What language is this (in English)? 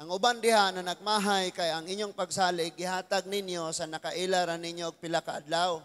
Cebuano